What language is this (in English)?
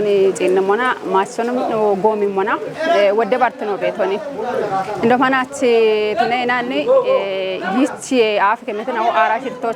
Kafa